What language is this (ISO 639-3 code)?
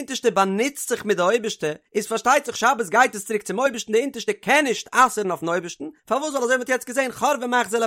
yid